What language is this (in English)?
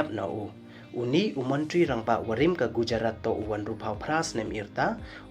Pnar